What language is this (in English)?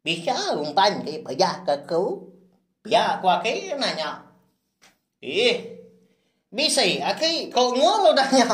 Iban